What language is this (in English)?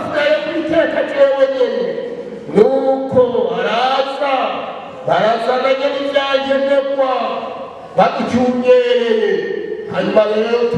Rundi